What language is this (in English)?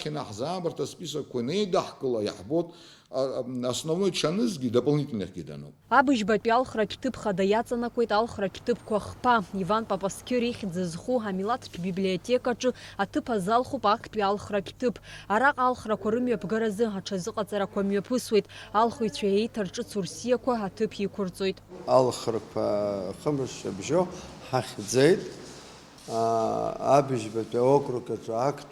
Abkhazian